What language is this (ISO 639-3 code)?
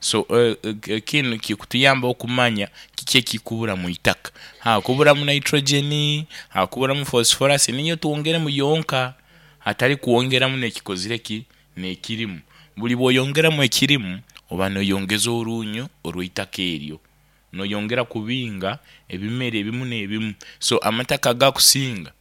nyn